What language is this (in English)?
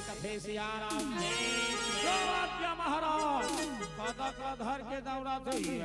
Chhattisgarhi